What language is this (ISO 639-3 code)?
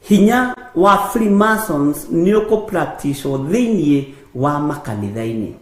kik